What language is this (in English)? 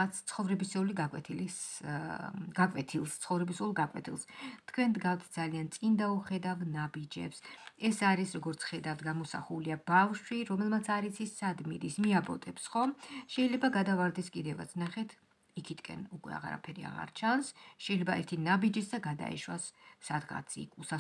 Georgian